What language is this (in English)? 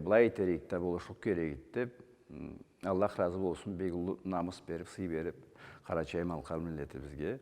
Karachay-Balkar